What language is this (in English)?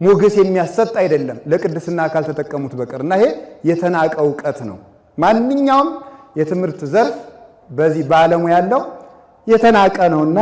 Amharic